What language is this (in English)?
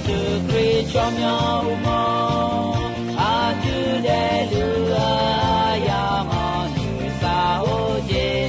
Akha